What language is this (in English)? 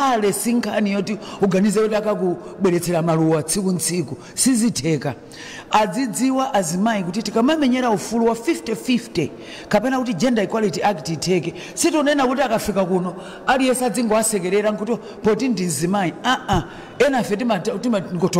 Nyanja